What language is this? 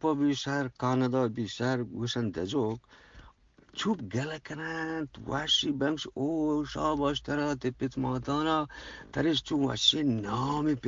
Eastern Balochi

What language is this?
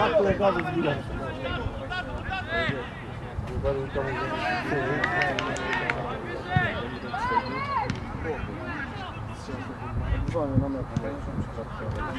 Polish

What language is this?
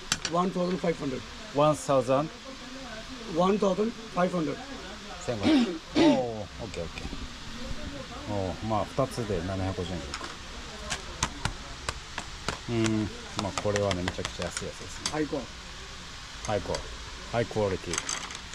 Japanese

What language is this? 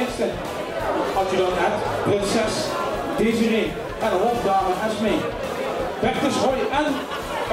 Limburgish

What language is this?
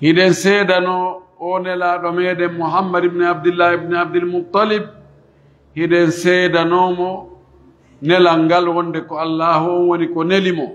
Pular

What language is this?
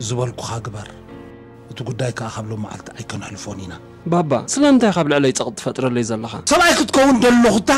Tigrinya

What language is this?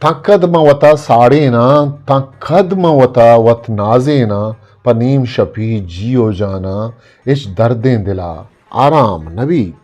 Eastern Balochi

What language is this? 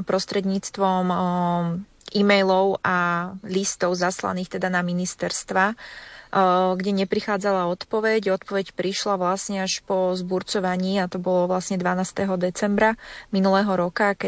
Slovak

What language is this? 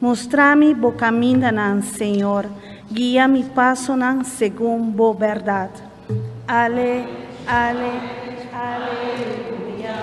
Papiamento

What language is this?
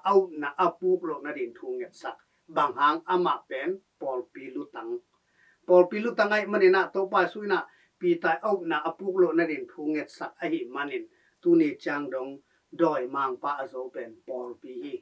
Tedim Chin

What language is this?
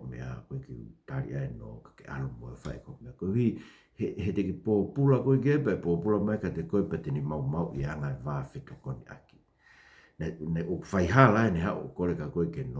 Tongan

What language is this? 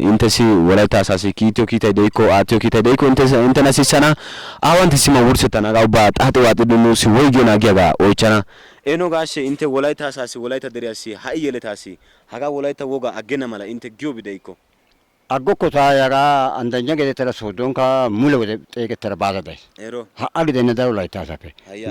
Wolaytta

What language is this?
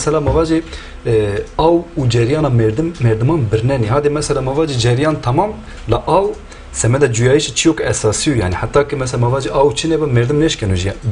Zaza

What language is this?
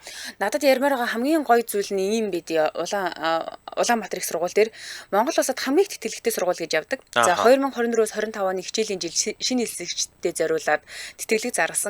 Mongolian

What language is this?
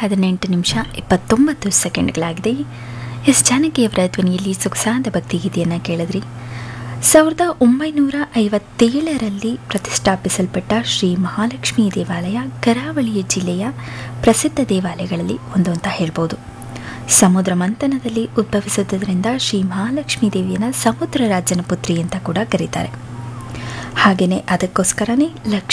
Kannada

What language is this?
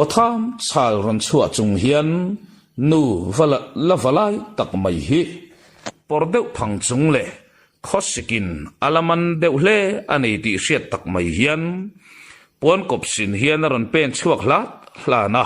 Mizo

